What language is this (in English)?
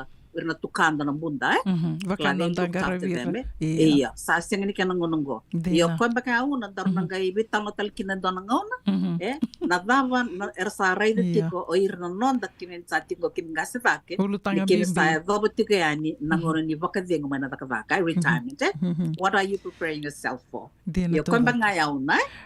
Fijian